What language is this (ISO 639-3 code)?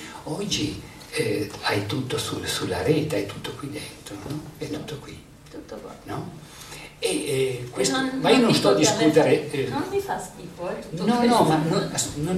ita